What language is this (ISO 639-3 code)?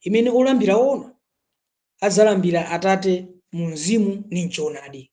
nya